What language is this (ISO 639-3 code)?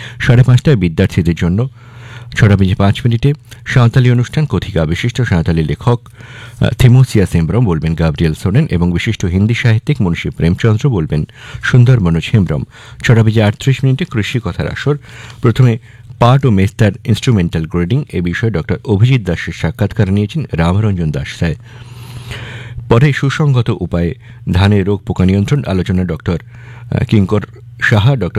ben